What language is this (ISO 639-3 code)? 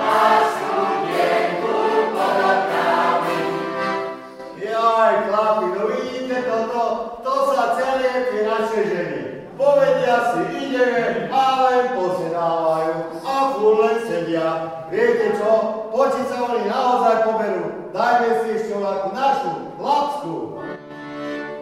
slk